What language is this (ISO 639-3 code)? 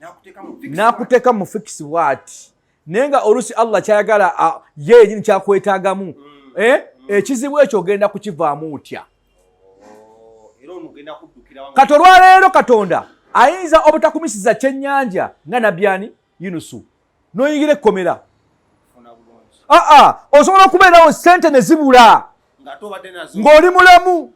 lug